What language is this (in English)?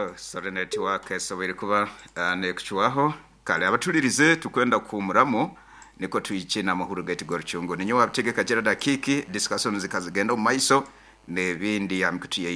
Nyoro